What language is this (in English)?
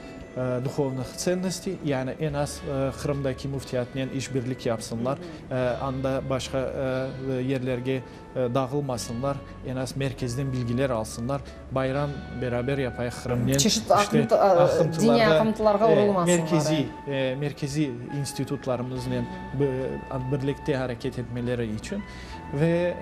Crimean Tatar